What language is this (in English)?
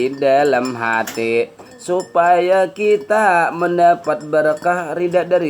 Banjar